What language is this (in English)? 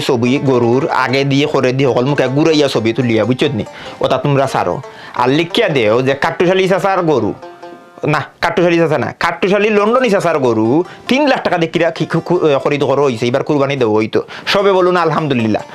Sylheti